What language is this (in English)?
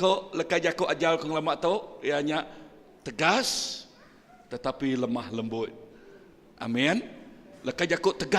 Iban